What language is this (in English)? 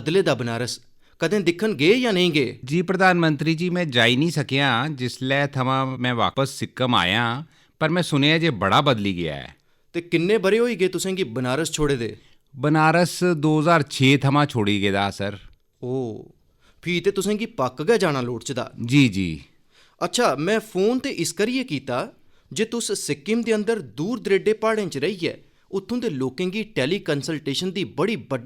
Dogri